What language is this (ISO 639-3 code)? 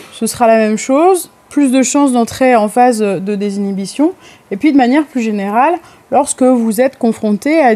fra